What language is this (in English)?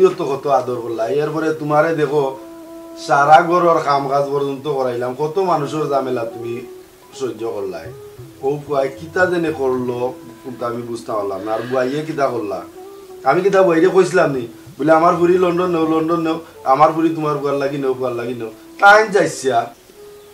Sylheti